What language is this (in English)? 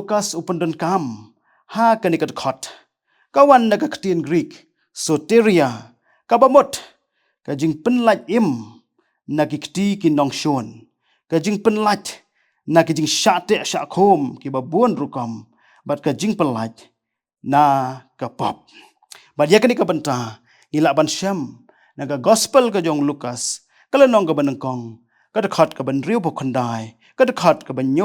Khasi